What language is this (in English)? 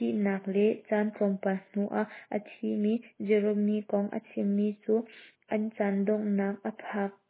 Hakha Chin